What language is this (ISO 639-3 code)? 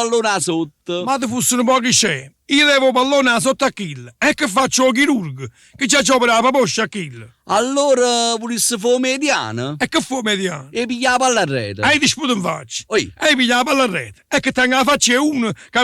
nap